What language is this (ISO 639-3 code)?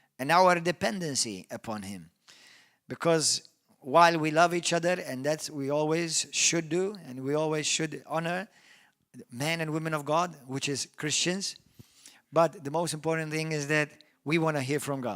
eng